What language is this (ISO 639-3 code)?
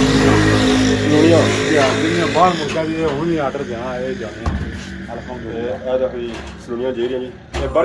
phr